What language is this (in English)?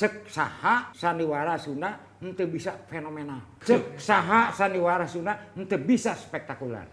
Sundanese